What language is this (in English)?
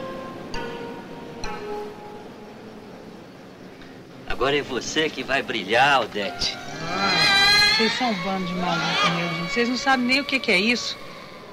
Portuguese